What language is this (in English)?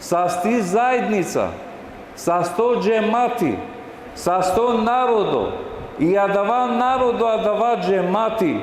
Balkan Romani